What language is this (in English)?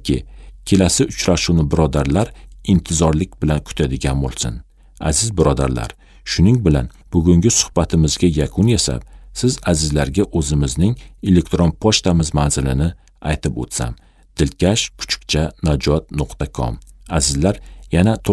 Uzbek